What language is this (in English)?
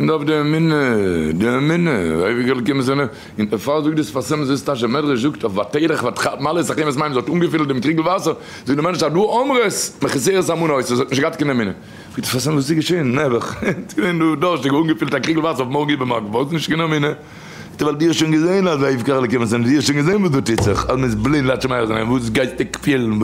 Yiddish